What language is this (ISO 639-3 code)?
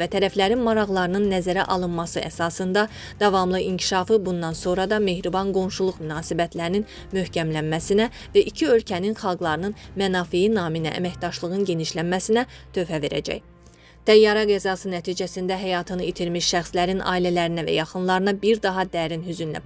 aze